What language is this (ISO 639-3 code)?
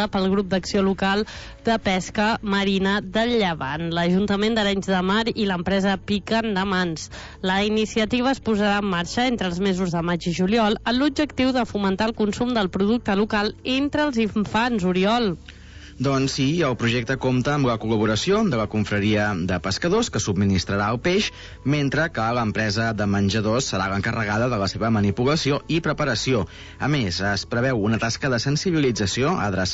cat